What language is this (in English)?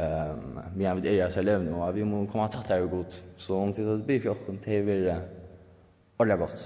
Faroese